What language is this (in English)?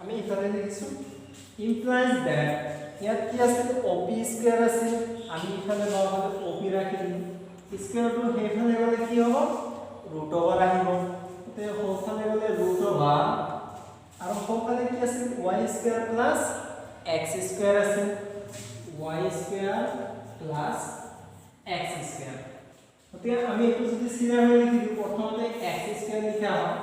Assamese